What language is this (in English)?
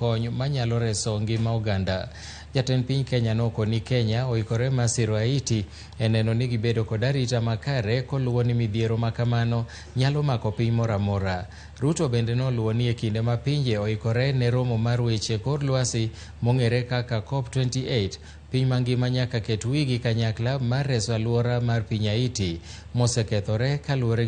Luo (Kenya and Tanzania)